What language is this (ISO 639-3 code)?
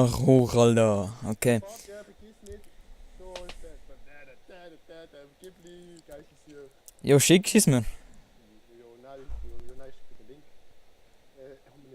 gsw